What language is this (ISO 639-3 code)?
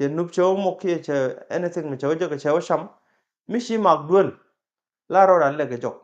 nus